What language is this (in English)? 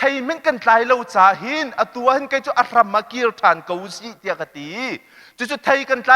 Hakha Chin